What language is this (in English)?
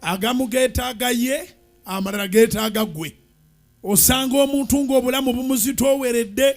Ganda